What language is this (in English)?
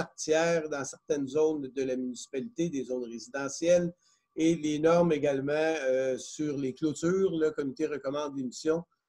French